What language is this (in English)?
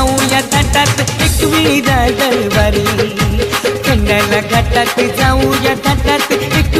Marathi